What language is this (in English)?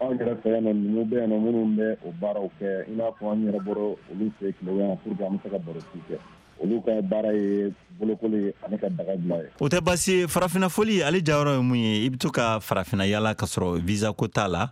Bambara